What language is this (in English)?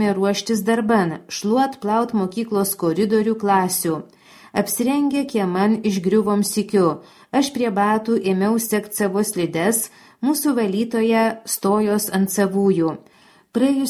Lithuanian